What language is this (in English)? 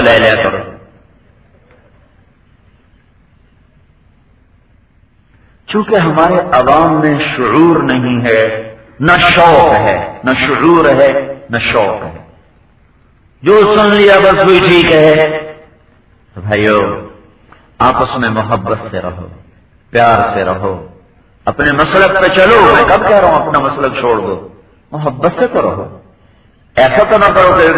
Urdu